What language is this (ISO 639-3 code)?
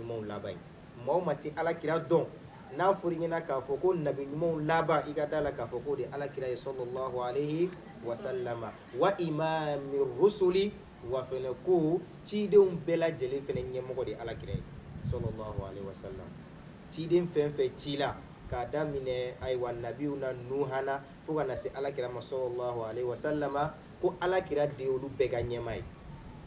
bam